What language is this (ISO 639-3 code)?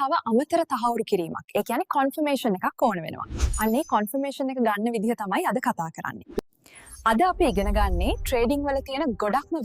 sin